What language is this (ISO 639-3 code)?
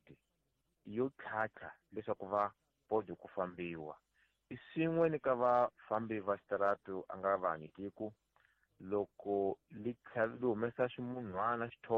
tso